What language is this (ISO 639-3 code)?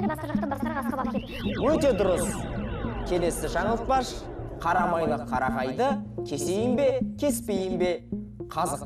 kaz